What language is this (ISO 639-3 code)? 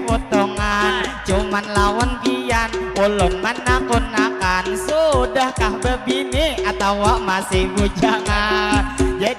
bjn